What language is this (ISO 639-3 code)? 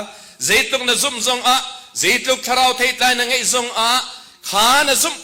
cnh